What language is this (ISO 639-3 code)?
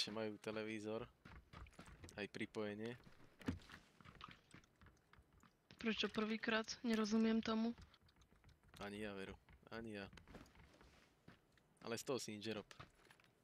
slk